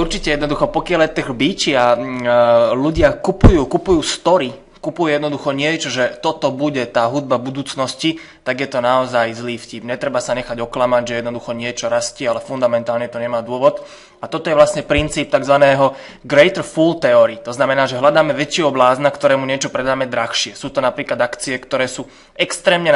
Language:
Slovak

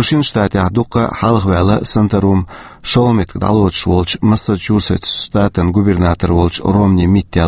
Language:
Chechen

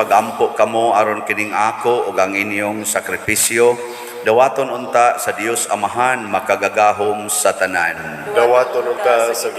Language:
Cebuano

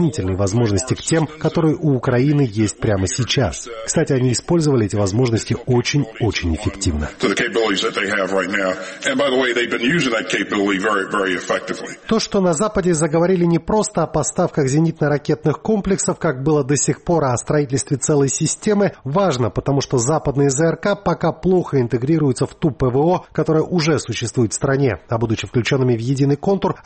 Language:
Russian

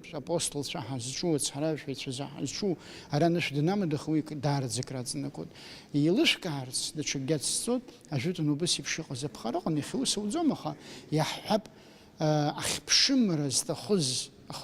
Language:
Abkhazian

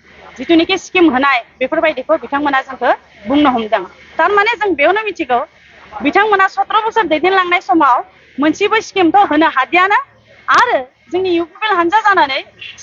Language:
Bodo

